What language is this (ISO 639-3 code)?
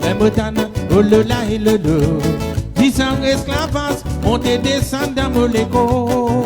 mfe